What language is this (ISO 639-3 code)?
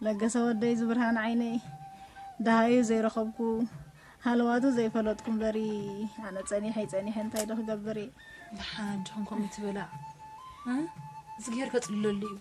tir